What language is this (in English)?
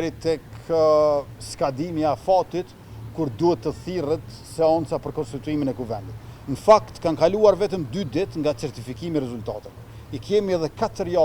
Albanian